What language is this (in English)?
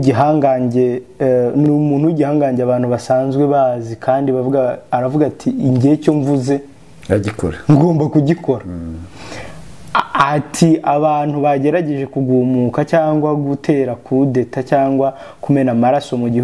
Kinyarwanda